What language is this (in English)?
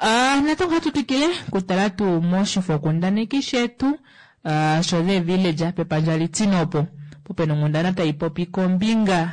Kuanyama